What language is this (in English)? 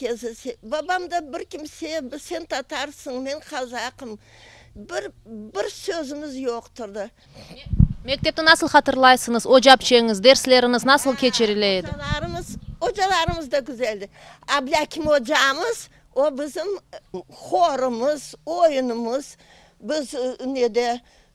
Crimean Tatar